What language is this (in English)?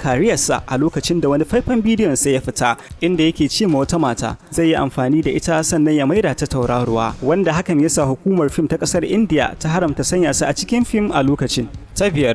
Hausa